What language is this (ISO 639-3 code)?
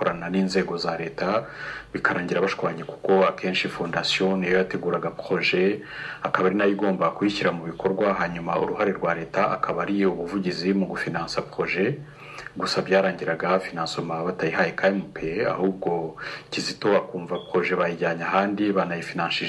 kin